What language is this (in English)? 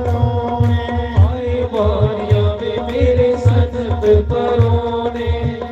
Dogri